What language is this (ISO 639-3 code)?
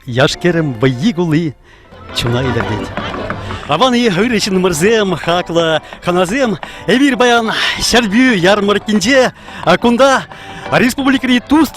chv